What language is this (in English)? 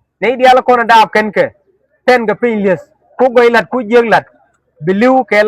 Nuer